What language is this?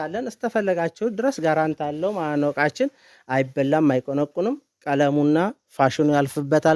Amharic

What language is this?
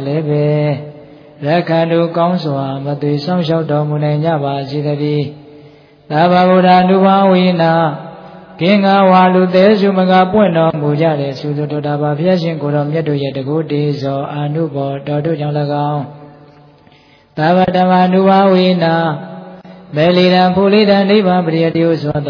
Burmese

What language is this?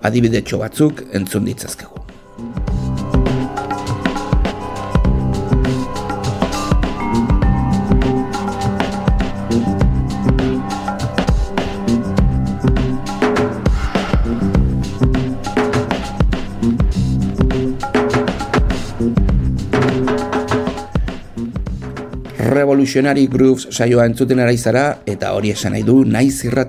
Basque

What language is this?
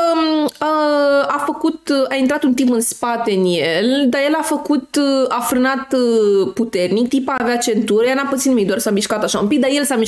Romanian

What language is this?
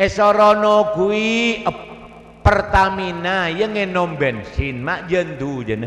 Madurese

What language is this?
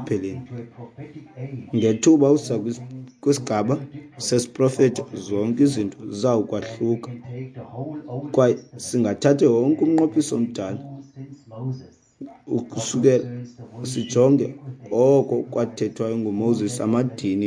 Xhosa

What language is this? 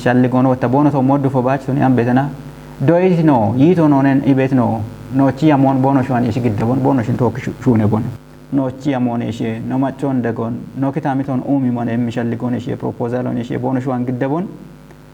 Kafa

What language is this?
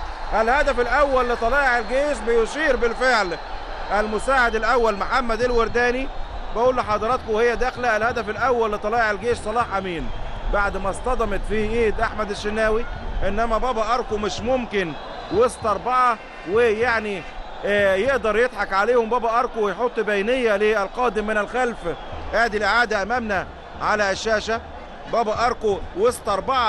Egyptian Arabic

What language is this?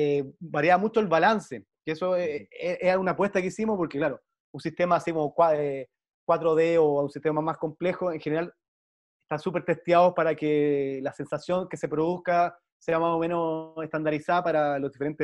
Spanish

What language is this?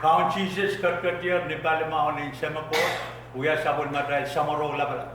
Pohnpeian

